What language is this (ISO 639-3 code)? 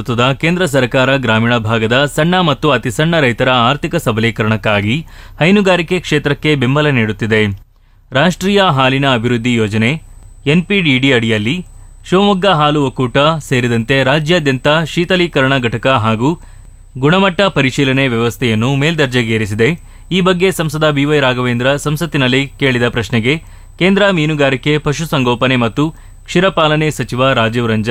kan